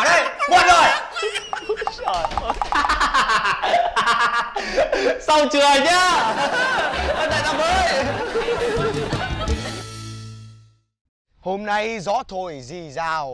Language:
Vietnamese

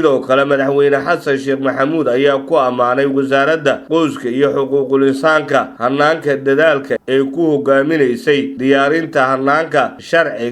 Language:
Somali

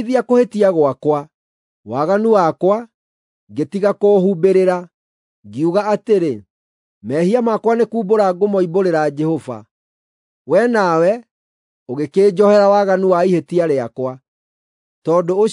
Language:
Kikuyu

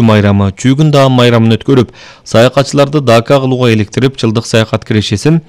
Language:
Kyrgyz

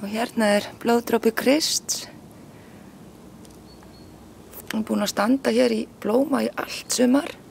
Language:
Icelandic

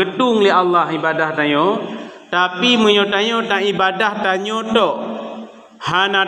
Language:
Achinese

